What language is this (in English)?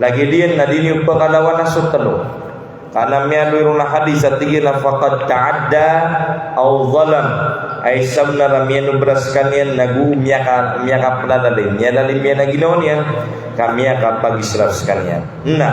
Maranao